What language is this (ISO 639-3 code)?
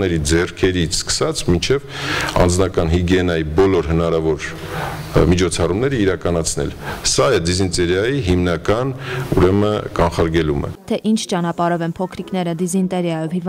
hye